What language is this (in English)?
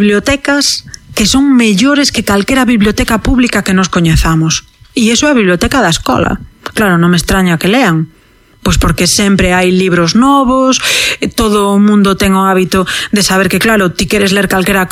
Galician